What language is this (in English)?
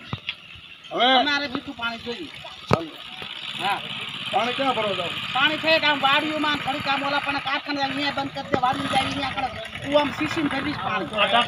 Gujarati